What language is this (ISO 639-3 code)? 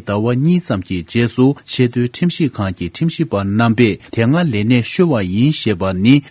bod